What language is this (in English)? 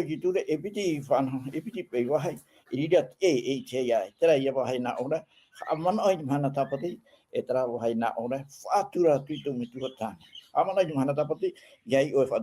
Tahitian